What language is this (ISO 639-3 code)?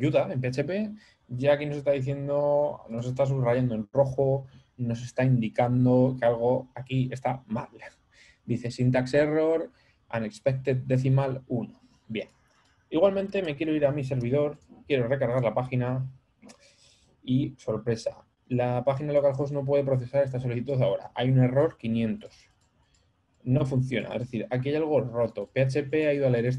spa